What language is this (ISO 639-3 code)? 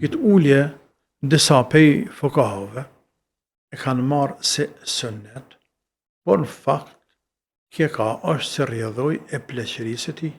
sqi